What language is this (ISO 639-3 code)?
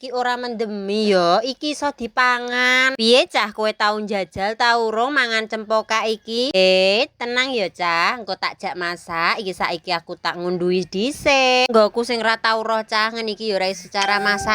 jav